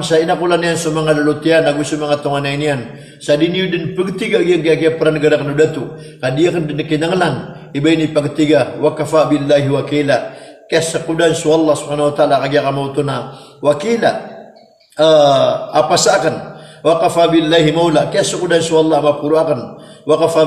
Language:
Maranao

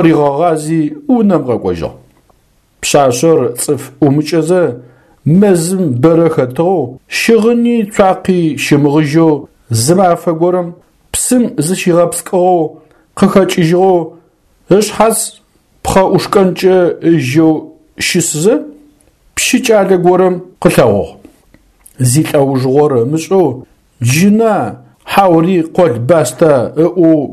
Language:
Adyghe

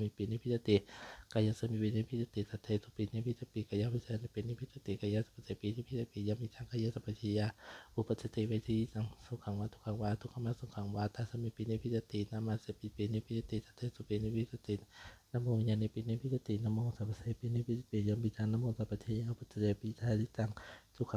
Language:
Pali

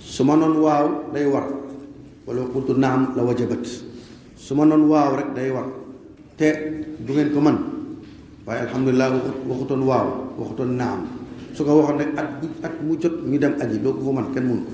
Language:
Wolof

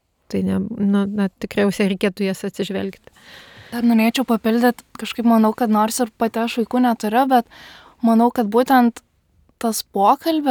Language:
Lithuanian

